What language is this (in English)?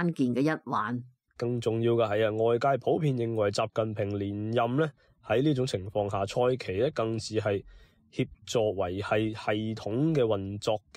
Cantonese